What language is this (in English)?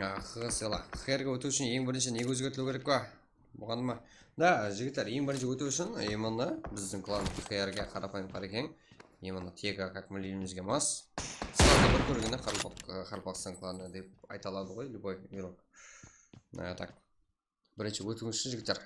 Kara-Kalpak